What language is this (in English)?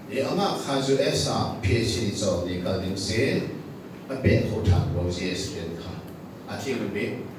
Hakha Chin